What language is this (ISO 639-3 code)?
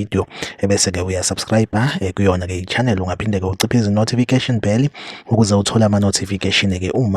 zul